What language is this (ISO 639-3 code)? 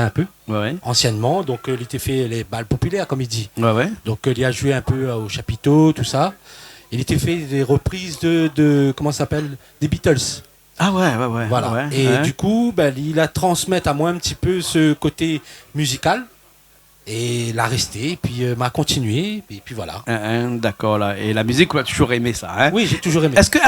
rcf